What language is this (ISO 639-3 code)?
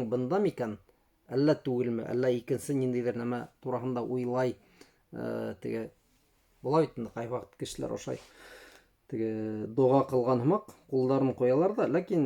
bak